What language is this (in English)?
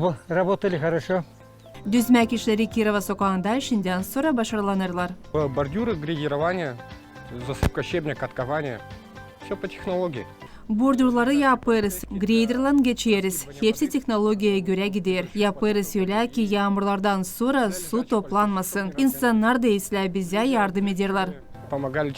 Gagauz